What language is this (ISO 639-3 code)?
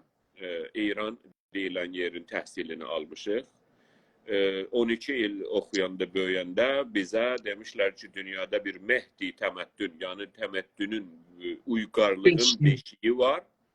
azb